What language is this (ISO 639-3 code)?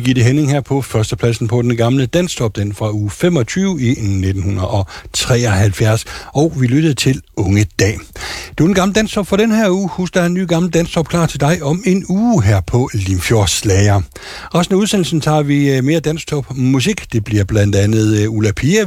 dan